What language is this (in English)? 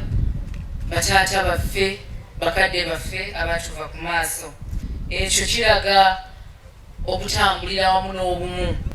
Nyankole